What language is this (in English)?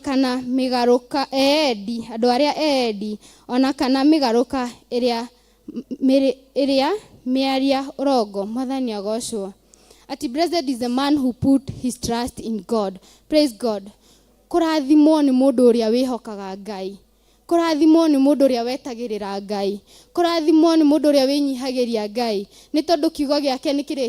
Kikuyu